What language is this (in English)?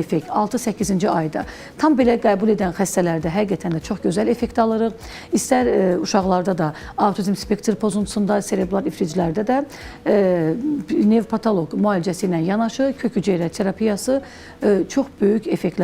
Azerbaijani